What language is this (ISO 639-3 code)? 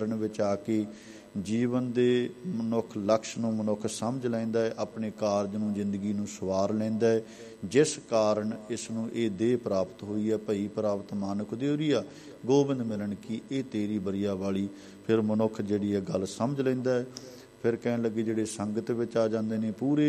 pan